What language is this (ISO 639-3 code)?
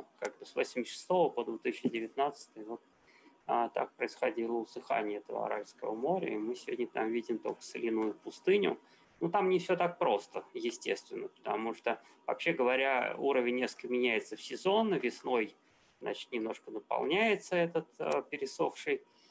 rus